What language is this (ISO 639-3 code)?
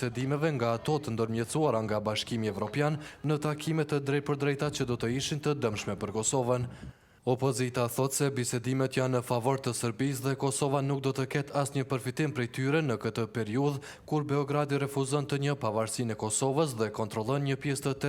sqi